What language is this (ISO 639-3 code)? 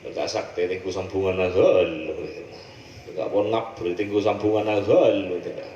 mad